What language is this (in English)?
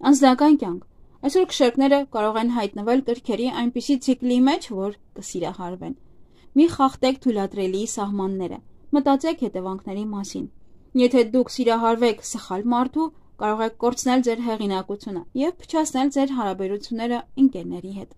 Armenian